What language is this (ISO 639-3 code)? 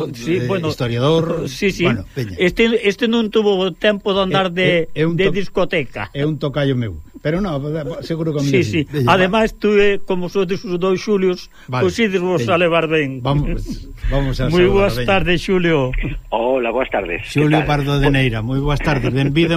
glg